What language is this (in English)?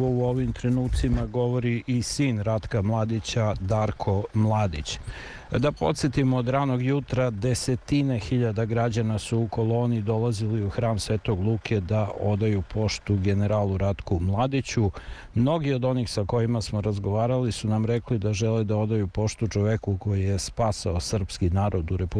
Serbian